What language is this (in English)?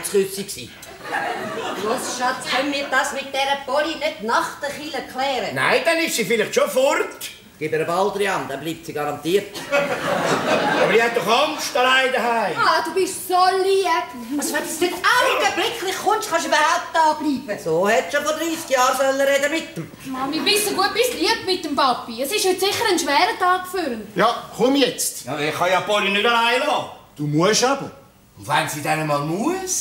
German